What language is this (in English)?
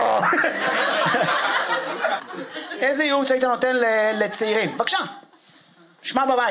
Hebrew